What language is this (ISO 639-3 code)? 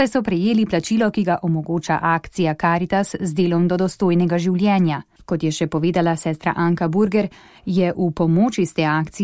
slv